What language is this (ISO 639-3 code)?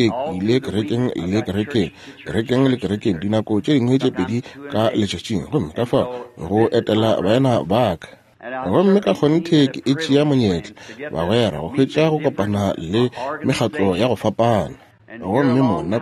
nso